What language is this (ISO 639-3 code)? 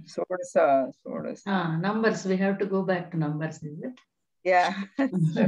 san